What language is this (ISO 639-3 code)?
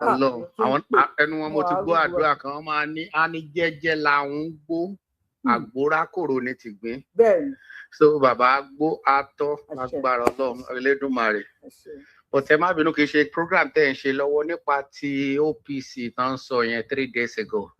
yor